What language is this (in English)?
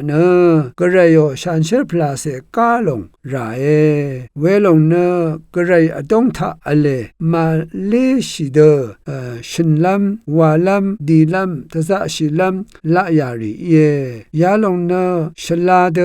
Rawang